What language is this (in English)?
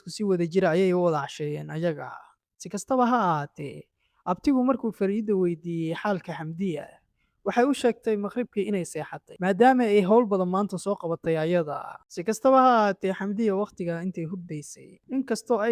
Somali